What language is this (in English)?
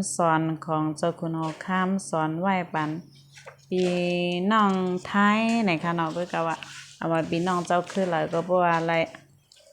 Shan